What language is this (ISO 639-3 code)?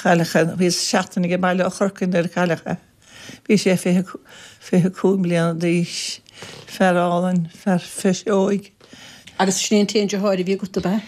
gle